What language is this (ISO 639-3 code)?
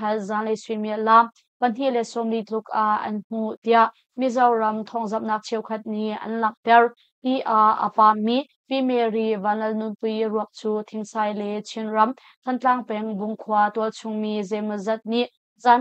cnh